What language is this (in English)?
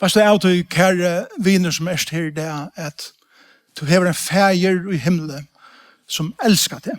Faroese